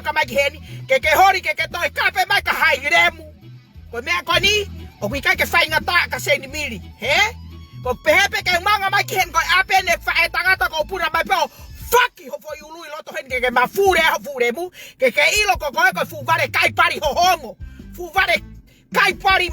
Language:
Tongan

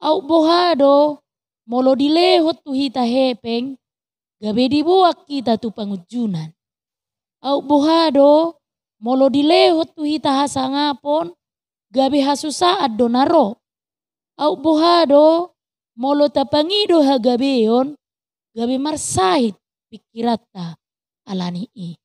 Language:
Batak Toba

